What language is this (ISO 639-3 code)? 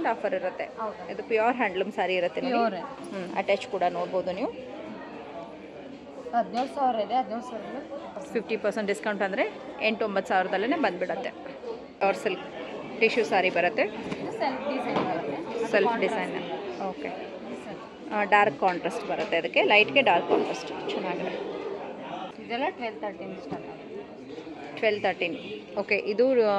kan